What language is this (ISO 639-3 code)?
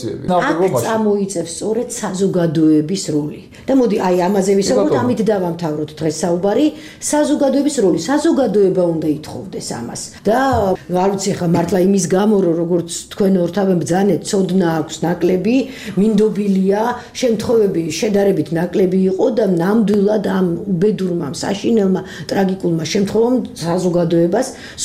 kat